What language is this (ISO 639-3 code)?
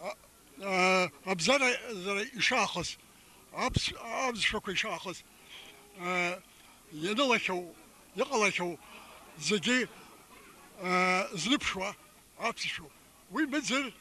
abk